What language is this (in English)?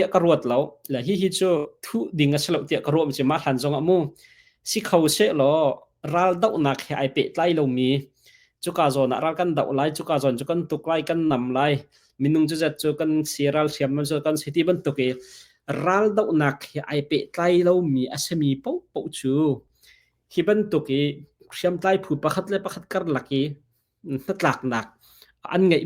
Hakha Chin